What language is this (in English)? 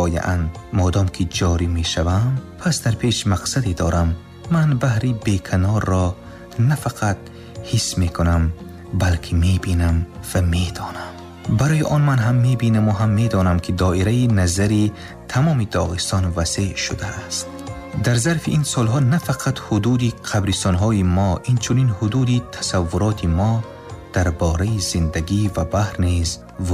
Tajik